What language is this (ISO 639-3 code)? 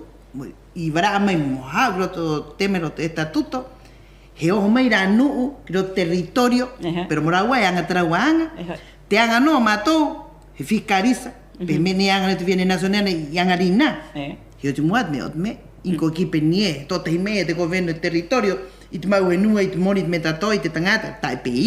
rap